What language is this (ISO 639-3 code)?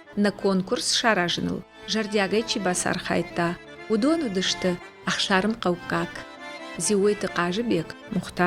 oss